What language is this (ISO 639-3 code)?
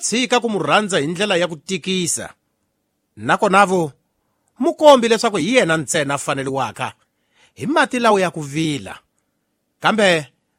tso